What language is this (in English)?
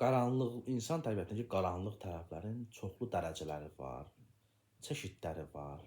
Azerbaijani